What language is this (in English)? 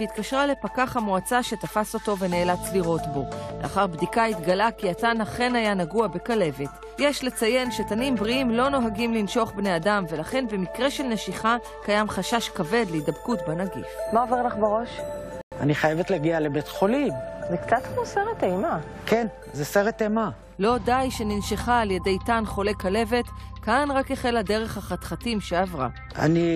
Hebrew